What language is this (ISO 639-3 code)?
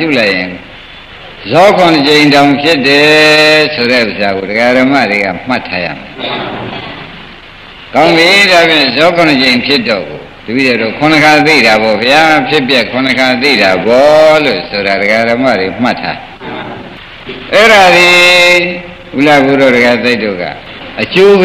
mya